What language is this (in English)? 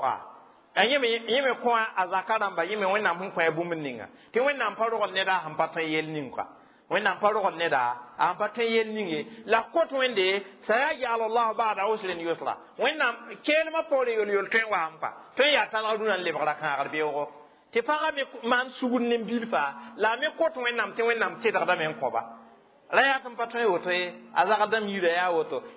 Mossi